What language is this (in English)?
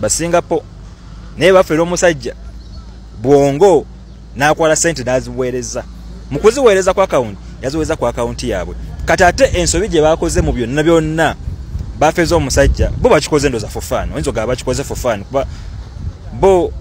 Ganda